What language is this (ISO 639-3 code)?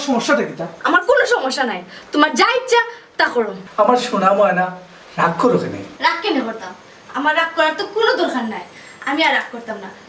syl